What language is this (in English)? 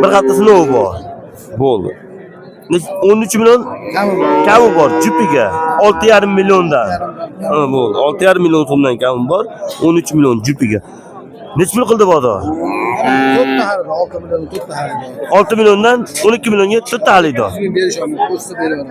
Uzbek